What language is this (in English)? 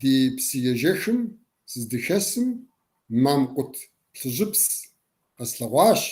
Kabardian